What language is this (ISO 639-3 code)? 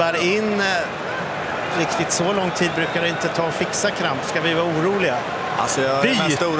swe